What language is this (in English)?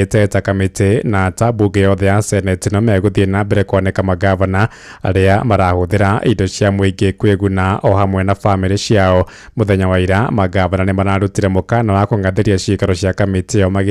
Kikuyu